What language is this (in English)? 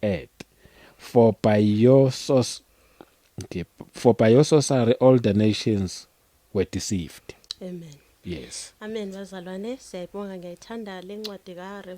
Zulu